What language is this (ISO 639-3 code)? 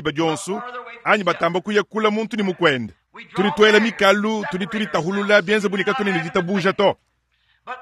lua